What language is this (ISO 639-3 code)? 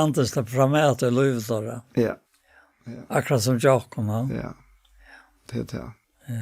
fao